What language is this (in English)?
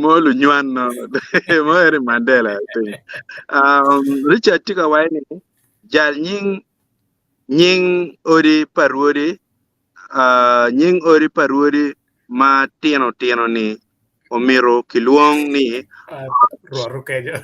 Acoli